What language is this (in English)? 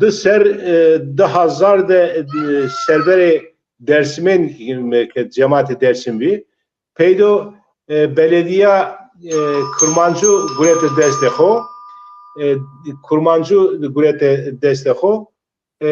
Zaza